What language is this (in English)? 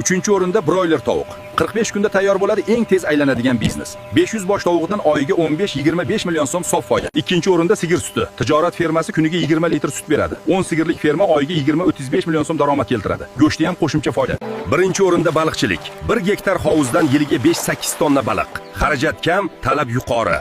Uzbek